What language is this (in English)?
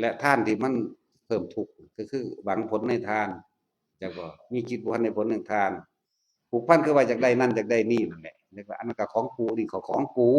Northeastern Thai